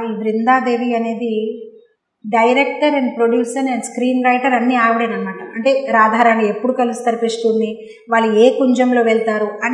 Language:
Telugu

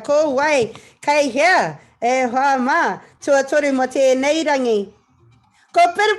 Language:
Māori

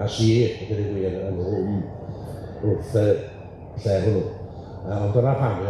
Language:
Welsh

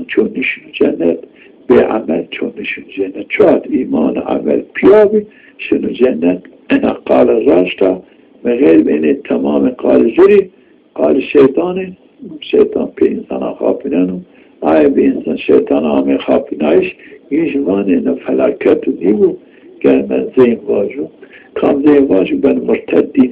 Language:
Zaza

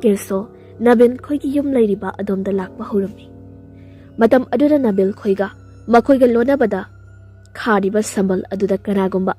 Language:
Manipuri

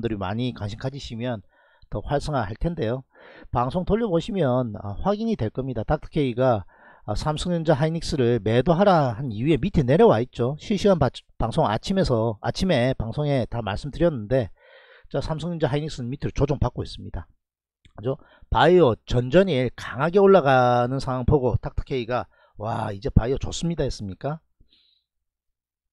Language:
Korean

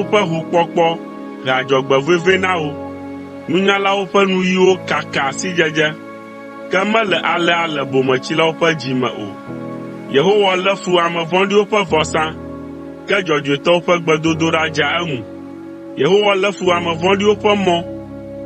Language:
Ewe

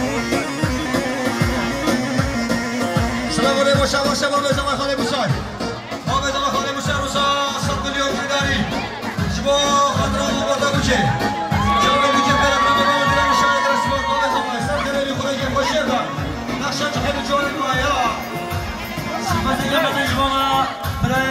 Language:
Persian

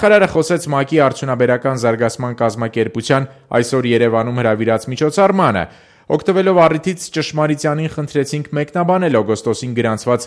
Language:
Armenian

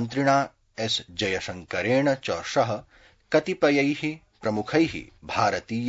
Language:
Sanskrit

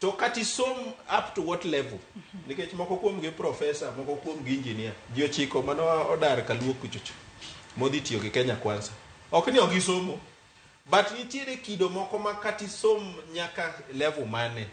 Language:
Luo (Kenya and Tanzania)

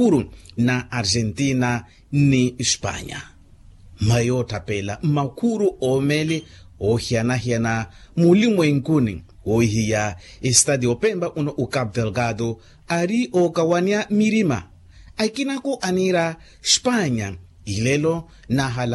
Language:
Makhuwa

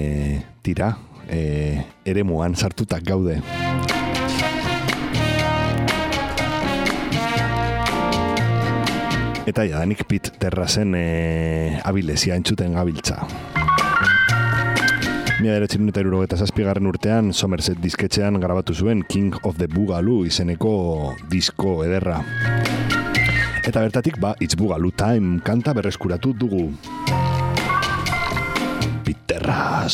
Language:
Basque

